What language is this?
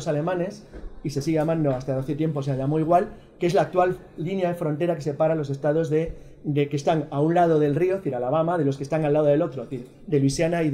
Spanish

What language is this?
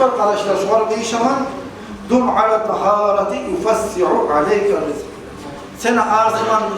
Kumyk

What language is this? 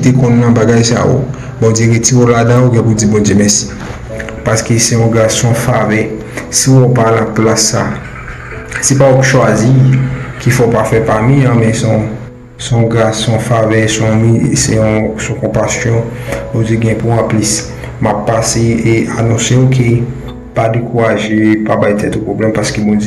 Haitian Creole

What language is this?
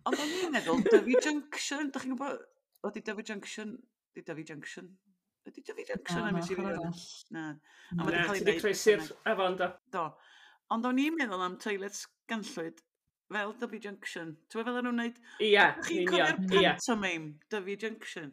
Welsh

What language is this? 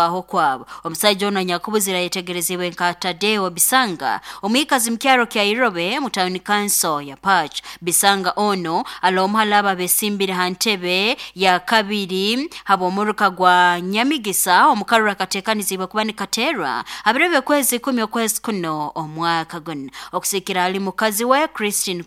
Nyoro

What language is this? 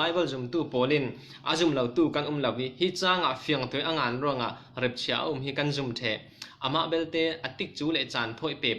Falam Chin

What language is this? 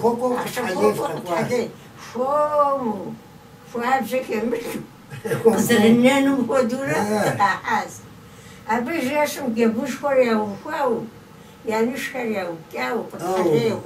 Kabardian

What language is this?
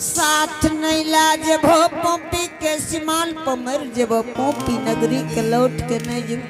Angika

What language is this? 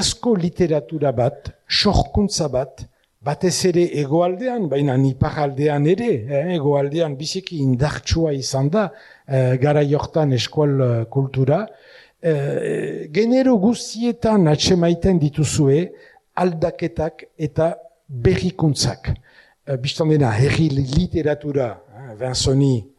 Basque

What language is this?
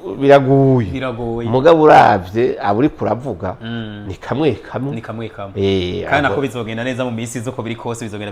Rundi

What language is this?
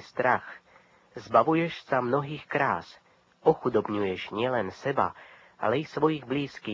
Slovak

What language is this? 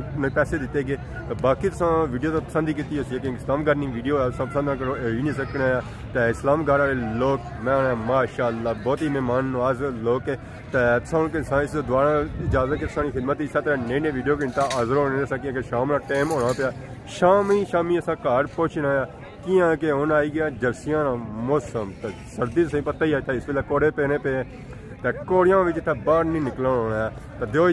Pahari-Potwari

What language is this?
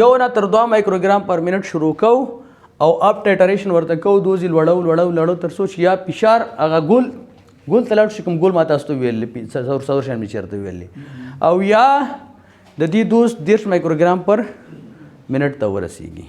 Pashto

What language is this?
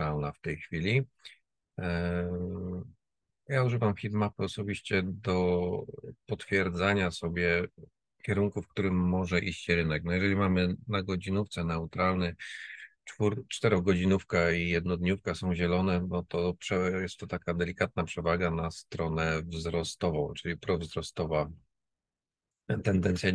Polish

